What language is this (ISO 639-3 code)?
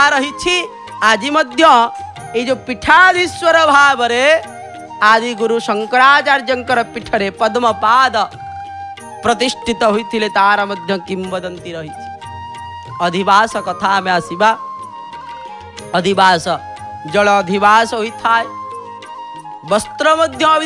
ori